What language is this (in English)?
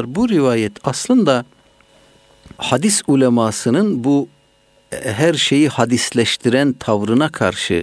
Turkish